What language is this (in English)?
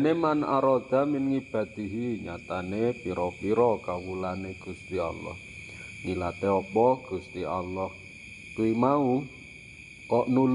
Javanese